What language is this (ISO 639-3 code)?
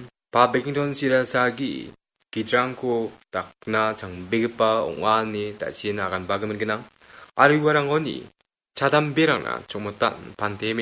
grt